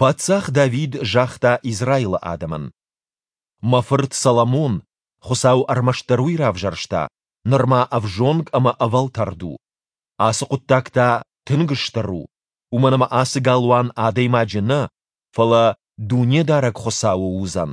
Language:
Ossetic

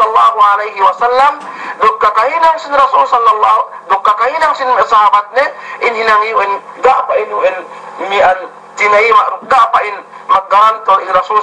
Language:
Yakan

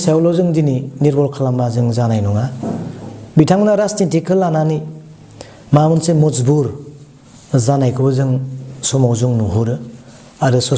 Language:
Bodo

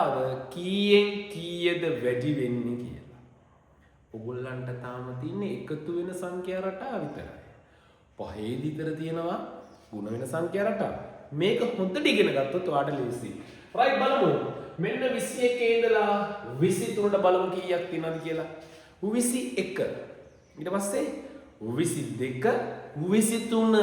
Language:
Sinhala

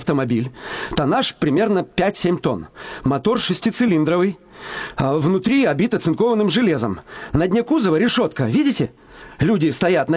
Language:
Russian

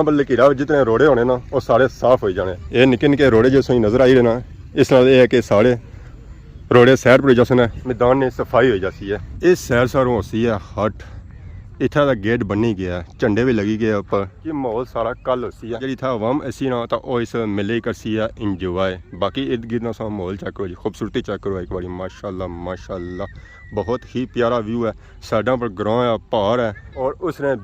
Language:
Pahari-Potwari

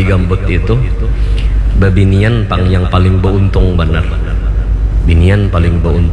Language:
Banjar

